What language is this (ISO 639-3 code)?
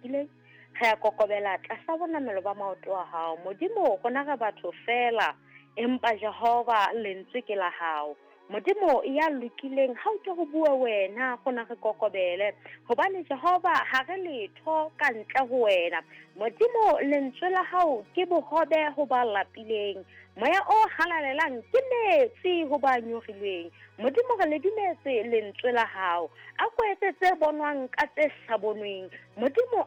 sot